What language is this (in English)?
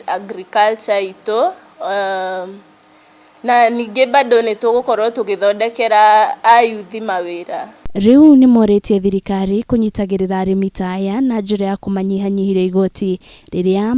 Kikuyu